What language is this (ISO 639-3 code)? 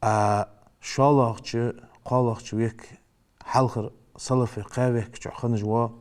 inh